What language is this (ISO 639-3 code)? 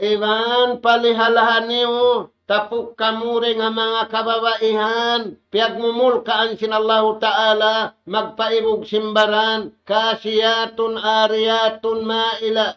tsg